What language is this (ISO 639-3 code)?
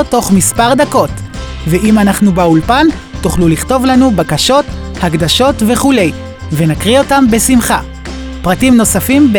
heb